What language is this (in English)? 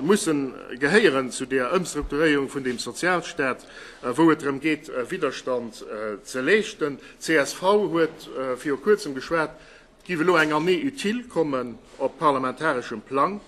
Luxembourgish